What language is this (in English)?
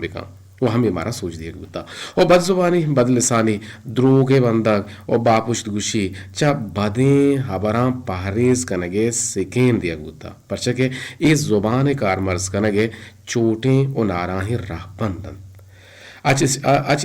Eastern Balochi